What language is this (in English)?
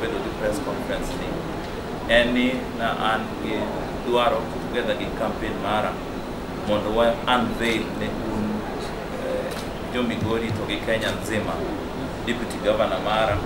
Luo (Kenya and Tanzania)